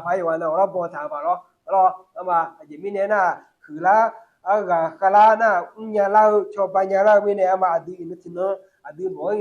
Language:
Akha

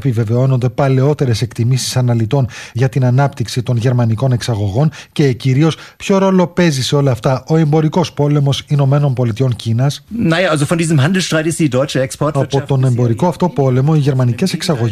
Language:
Greek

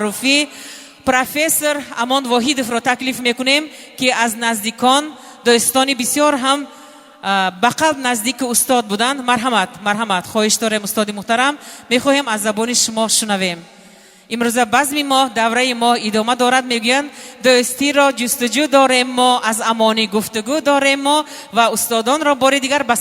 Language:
Tajik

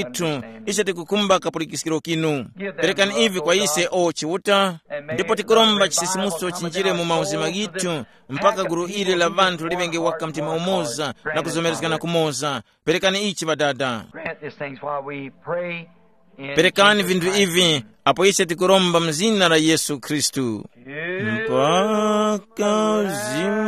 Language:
Tumbuka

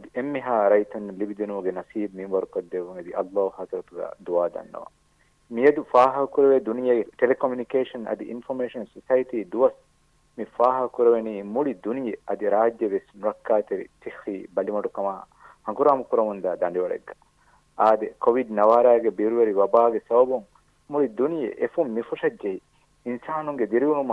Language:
Divehi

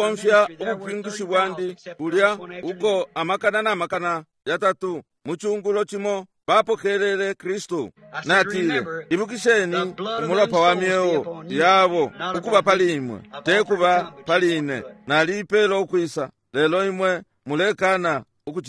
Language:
Bemba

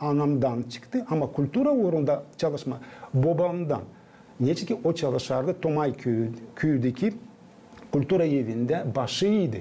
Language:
Gagauz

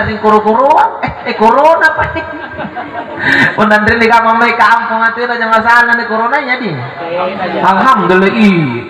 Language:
Makasar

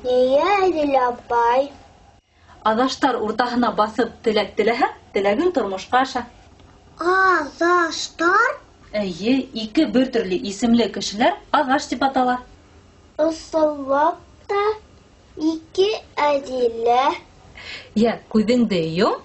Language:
Bashkir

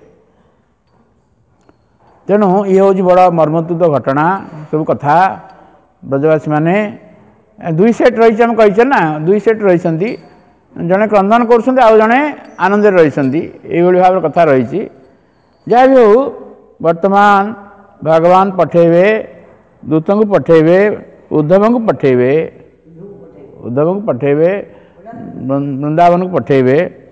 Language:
Odia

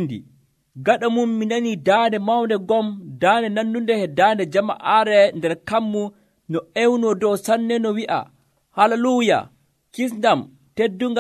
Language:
Nigerian Fulfulde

